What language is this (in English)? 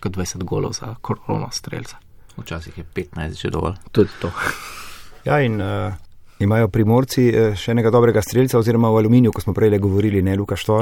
Slovenian